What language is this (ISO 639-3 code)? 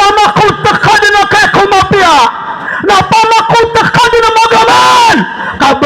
mrw